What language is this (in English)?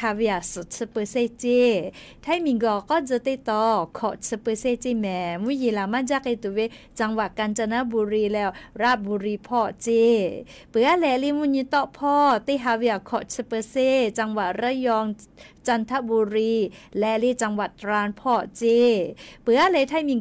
Lahu